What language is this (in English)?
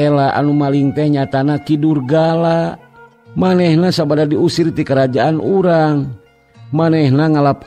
Sundanese